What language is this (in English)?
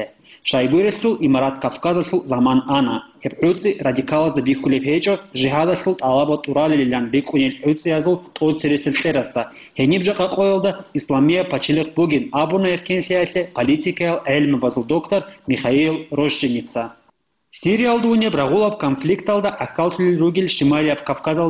Avaric